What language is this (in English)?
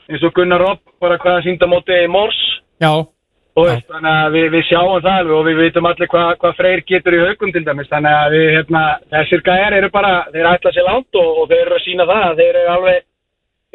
Icelandic